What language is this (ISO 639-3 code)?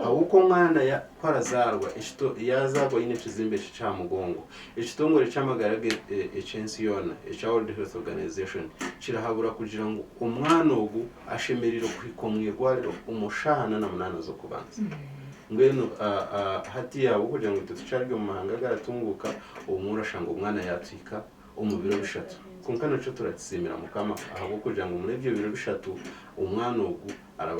nyn